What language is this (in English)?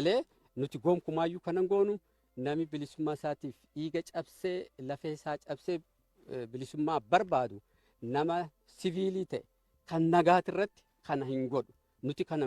Oromo